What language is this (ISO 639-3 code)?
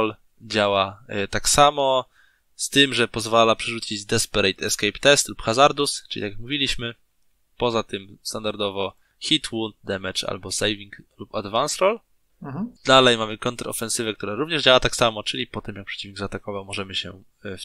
pol